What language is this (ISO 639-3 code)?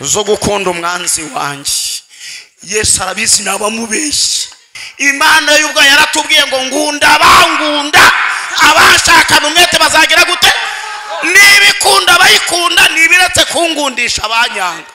kin